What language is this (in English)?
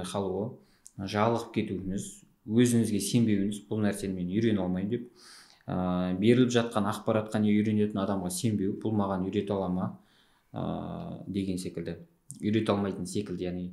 Kazakh